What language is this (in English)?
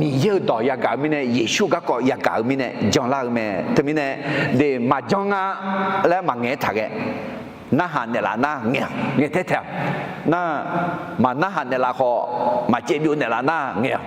Akha